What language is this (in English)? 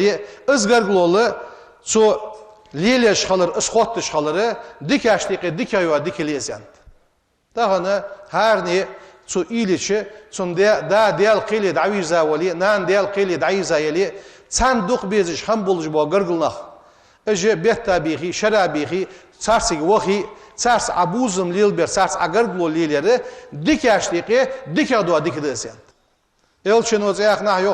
Ingush